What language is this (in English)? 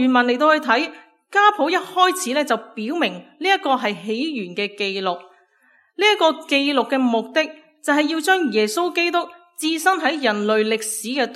Cantonese